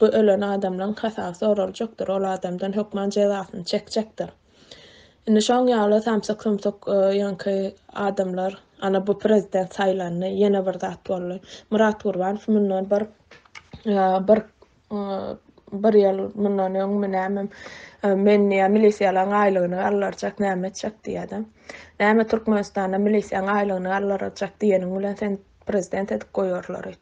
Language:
Turkmen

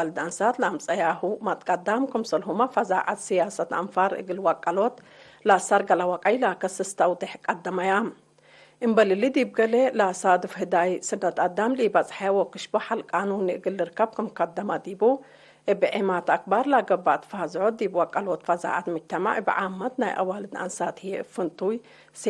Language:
Tigre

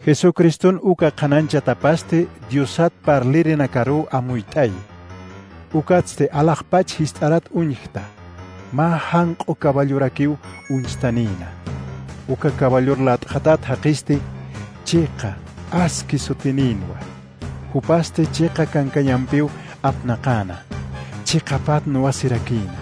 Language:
Aymara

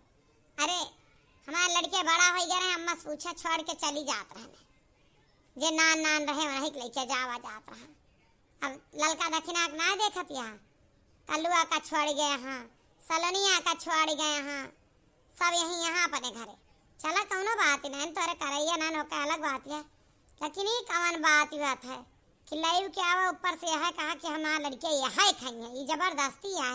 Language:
Awadhi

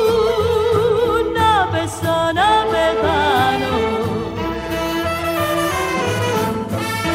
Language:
Greek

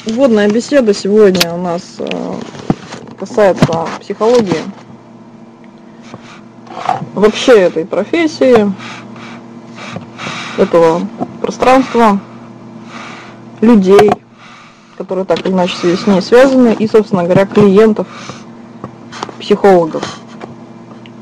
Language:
Russian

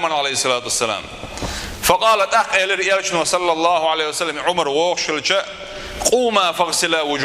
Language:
Chechen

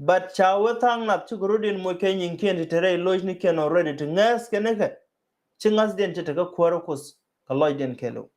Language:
Nuer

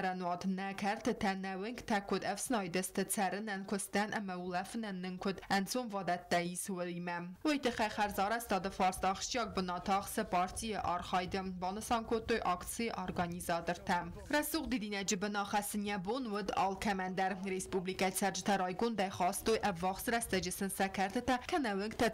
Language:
Ossetic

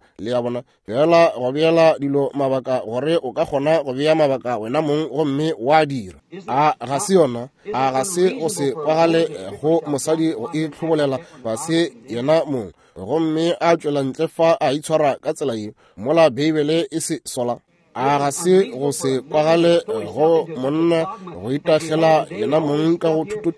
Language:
Northern Sotho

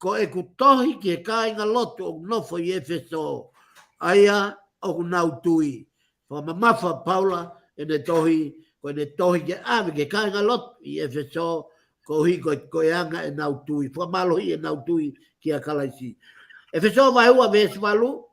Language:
Tongan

